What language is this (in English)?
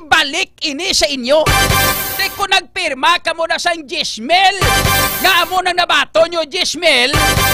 Hiligaynon